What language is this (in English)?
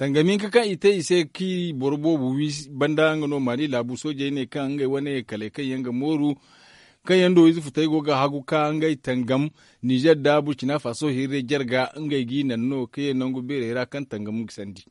Zarma